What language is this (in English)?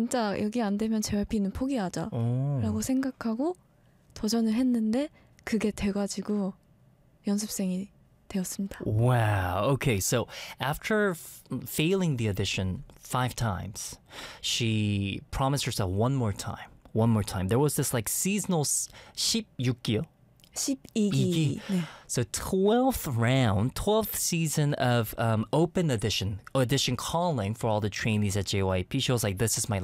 Korean